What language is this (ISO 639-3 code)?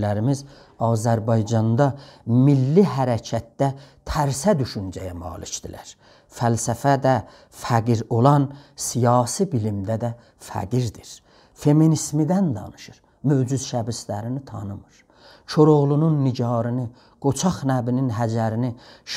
azb